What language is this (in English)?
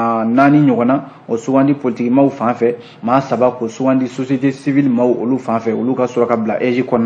Bambara